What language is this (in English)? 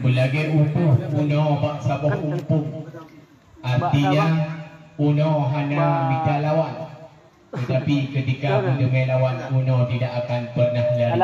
Achinese